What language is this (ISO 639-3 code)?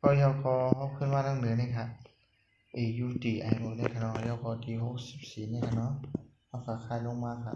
shn